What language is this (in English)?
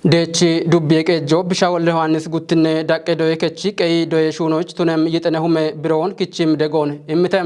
Kafa